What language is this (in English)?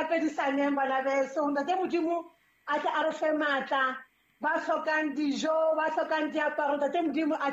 Southern Sotho